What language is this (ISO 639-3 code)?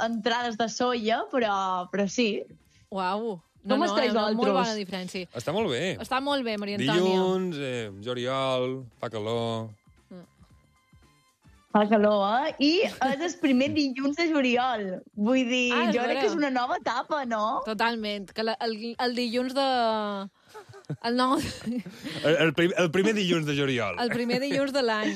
cat